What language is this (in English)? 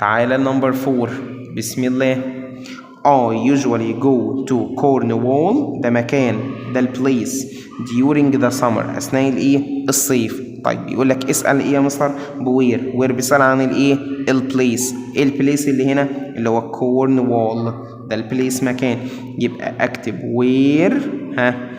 Egyptian Arabic